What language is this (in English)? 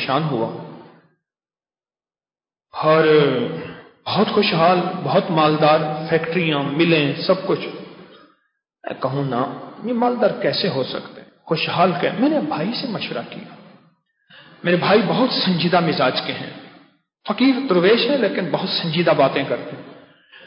Urdu